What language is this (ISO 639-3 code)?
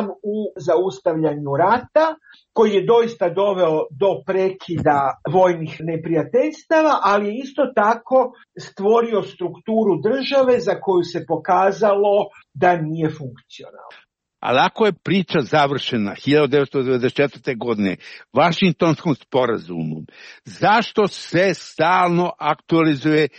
hrv